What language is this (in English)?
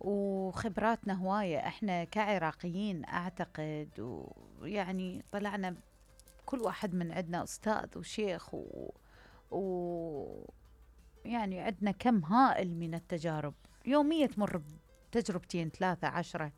Mesopotamian Arabic